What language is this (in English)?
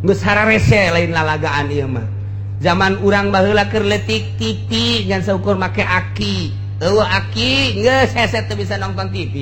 Sundanese